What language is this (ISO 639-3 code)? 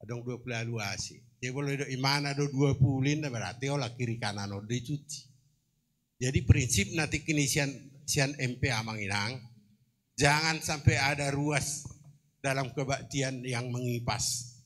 bbc